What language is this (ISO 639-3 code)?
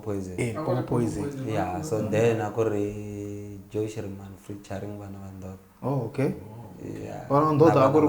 tso